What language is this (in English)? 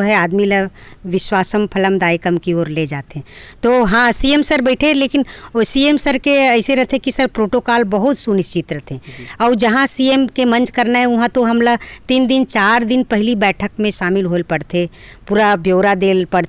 Chhattisgarhi